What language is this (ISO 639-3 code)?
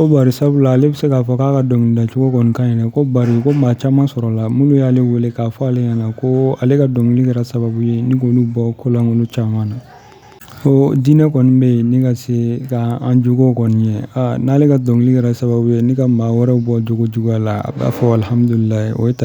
bam